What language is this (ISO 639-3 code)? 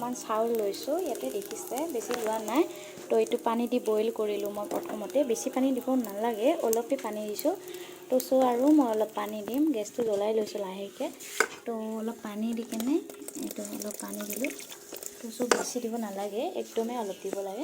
asm